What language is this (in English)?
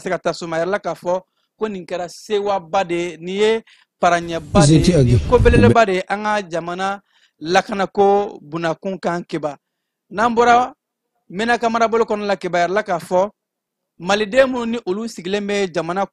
Bambara